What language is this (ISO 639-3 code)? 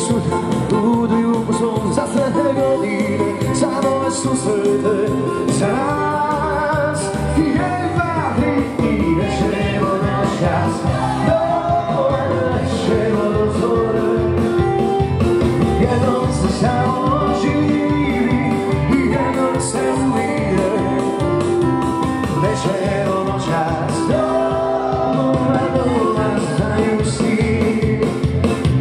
hrv